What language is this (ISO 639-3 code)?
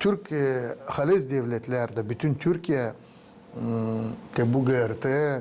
gag